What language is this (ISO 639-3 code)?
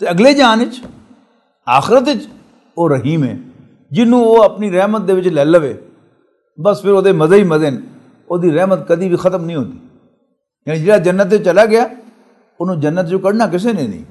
lah